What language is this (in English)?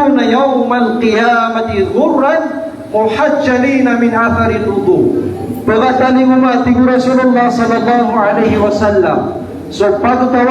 Maranao